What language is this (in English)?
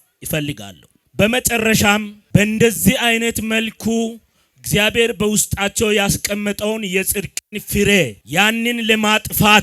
Amharic